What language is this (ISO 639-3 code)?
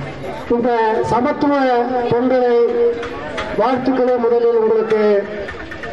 tam